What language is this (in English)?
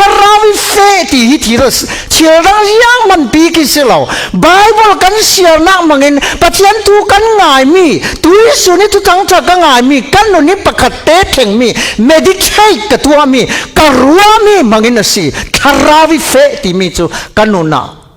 Falam Chin